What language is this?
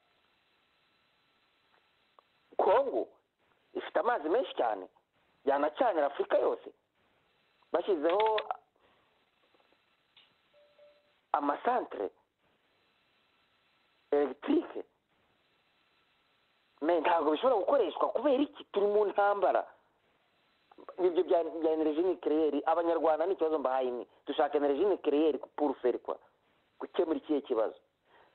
Kinyarwanda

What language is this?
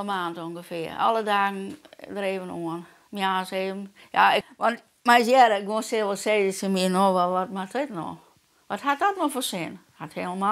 Western Frisian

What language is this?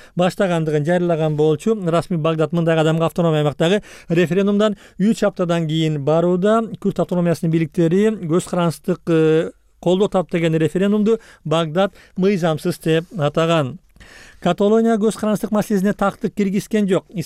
Kyrgyz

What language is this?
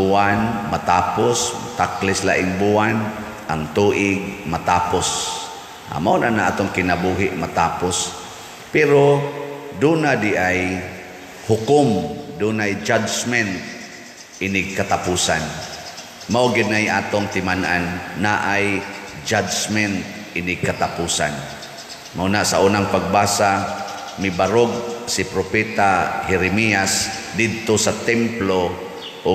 Cebuano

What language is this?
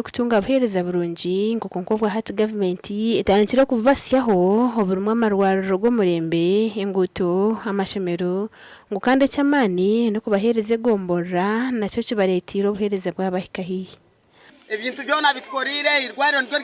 Nyankole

